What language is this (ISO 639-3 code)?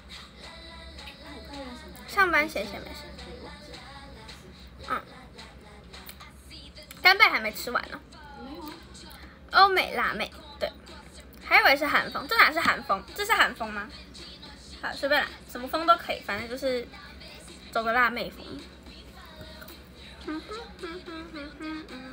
zho